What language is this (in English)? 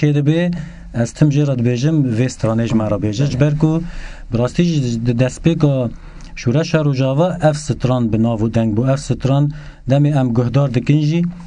Kurdish